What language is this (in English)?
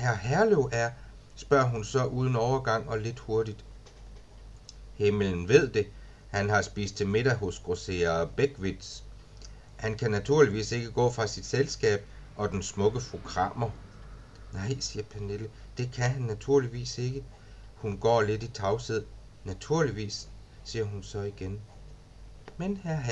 Danish